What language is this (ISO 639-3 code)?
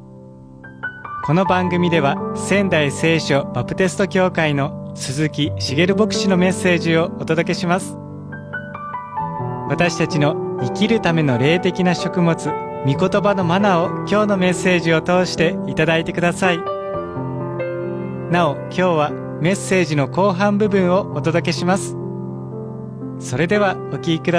jpn